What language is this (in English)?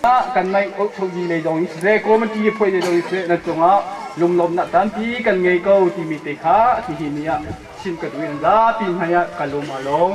Hakha Chin